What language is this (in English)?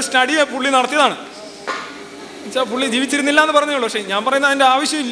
Malayalam